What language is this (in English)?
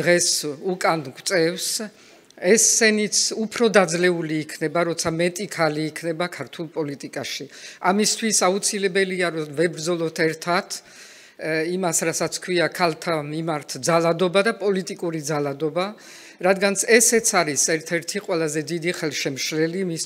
Georgian